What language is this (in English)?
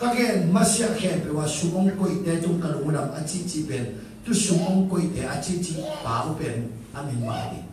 Tedim Chin